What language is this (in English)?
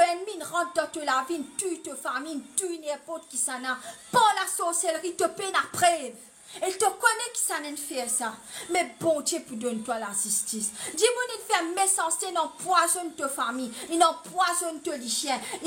Morisyen